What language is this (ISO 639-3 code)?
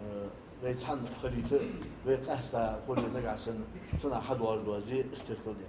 inh